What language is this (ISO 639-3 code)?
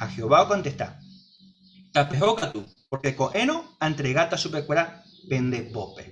grn